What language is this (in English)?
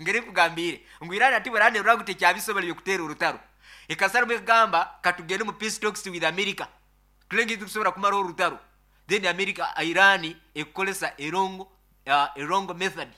Nyankole